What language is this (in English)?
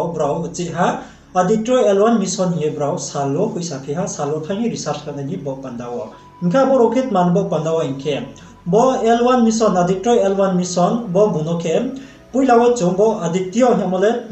Riang (India)